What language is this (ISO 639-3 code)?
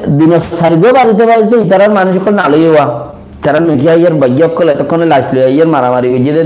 rhg